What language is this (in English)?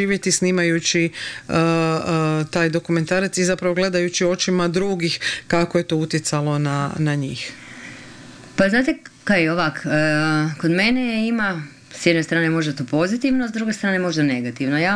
Croatian